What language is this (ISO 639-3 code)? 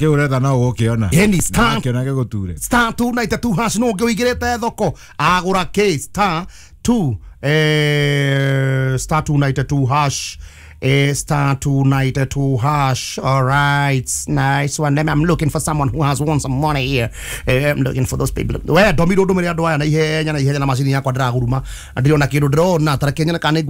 kik